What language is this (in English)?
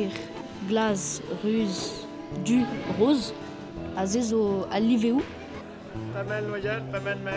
Breton